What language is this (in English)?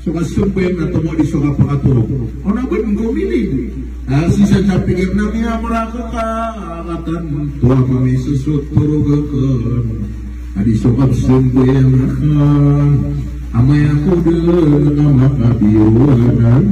Maranao